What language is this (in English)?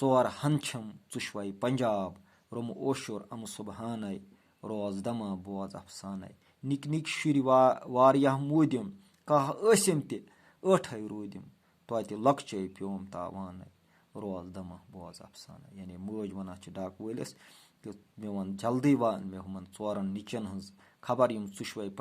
Kashmiri